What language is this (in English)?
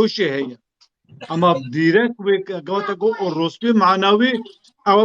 Kurdish